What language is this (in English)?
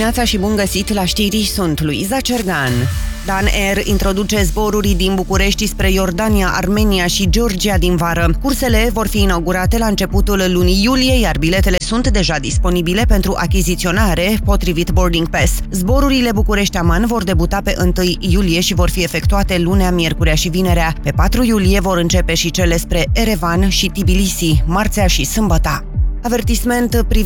Romanian